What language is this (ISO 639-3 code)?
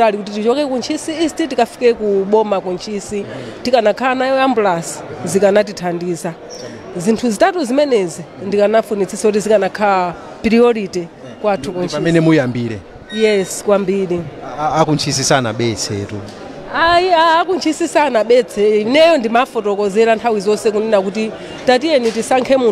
nya